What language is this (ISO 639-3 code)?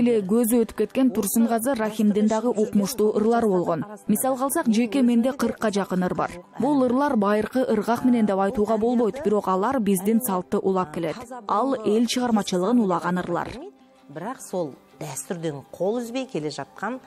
kir